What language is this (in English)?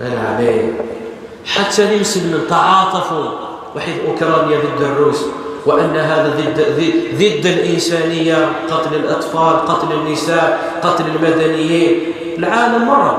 Kabyle